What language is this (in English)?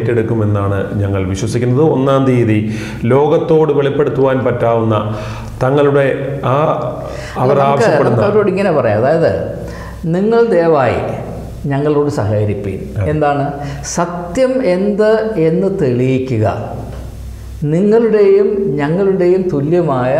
Malayalam